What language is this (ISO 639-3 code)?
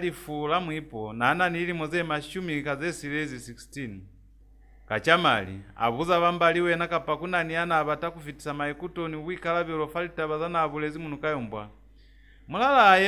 loz